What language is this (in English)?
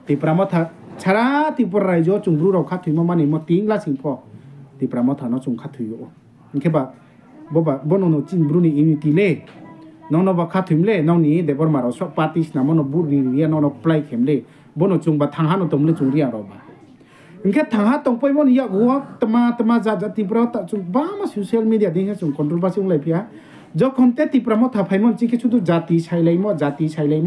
Riang (India)